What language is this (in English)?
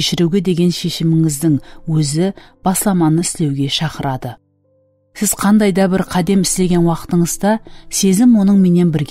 Kara-Kalpak